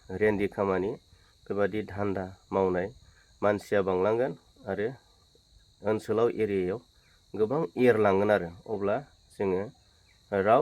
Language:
Bodo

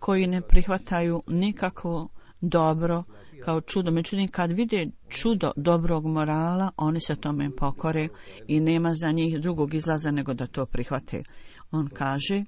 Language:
Bosnian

